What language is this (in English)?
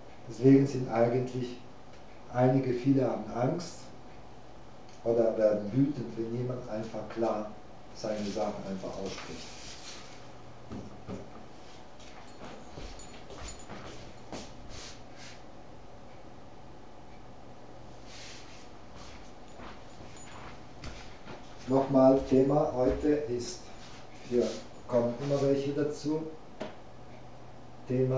German